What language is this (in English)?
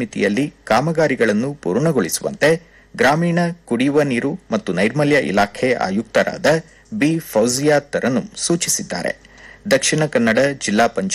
Kannada